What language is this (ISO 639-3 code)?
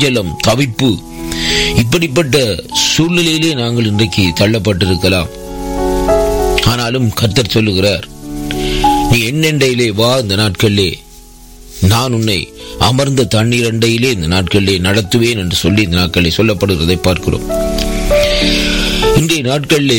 tam